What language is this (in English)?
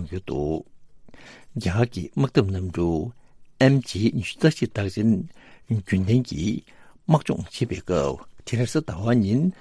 Tibetan